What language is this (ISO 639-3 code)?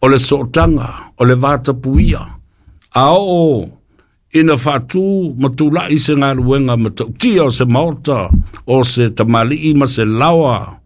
smo